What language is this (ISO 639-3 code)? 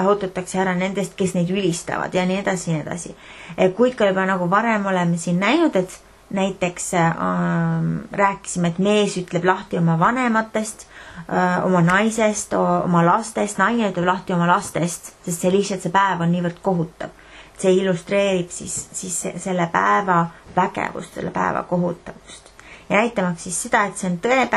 est